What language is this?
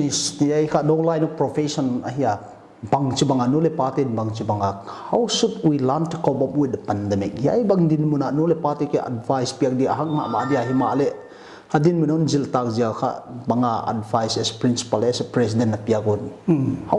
Paite Chin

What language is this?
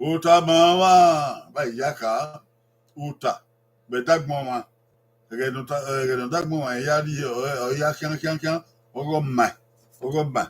Bini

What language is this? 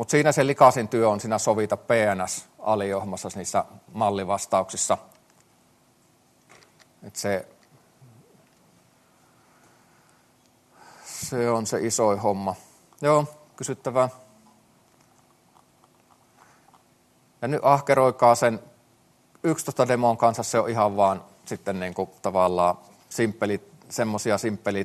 Finnish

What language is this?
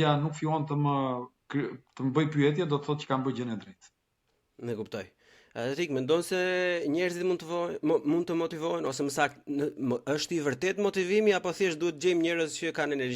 Albanian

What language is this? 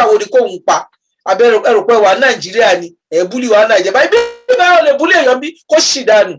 Yoruba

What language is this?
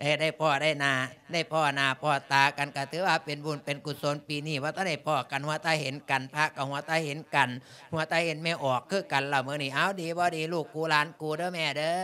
Lao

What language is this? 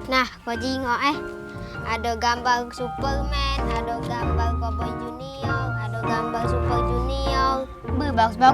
Musi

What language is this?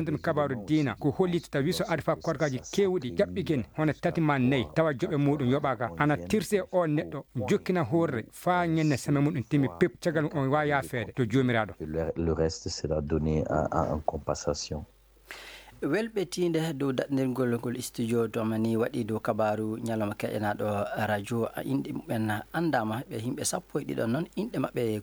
Fula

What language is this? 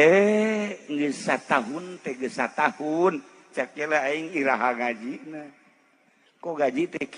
Sundanese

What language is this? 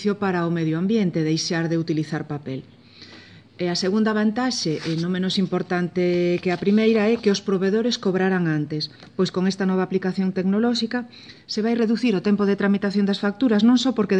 Galician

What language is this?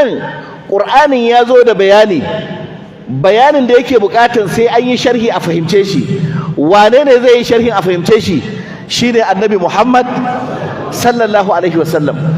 Hausa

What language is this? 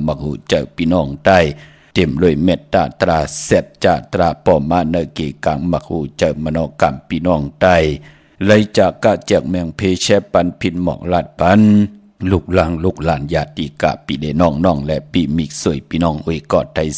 Shan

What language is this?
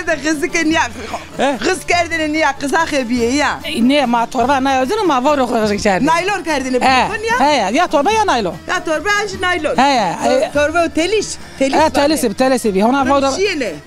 Zaza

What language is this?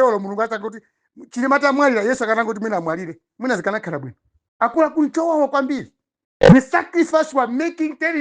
Nyanja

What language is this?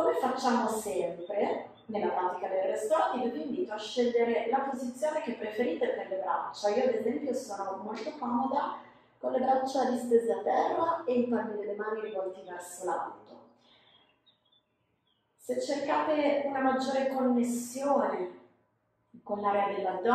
Italian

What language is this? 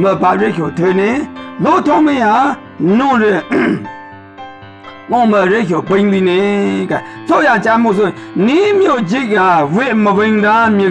Maru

